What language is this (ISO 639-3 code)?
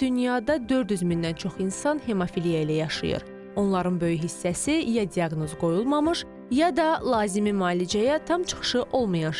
aze